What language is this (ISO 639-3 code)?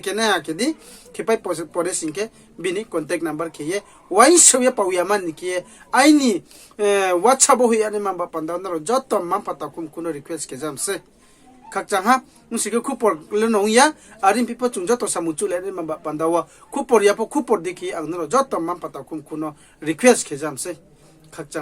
ria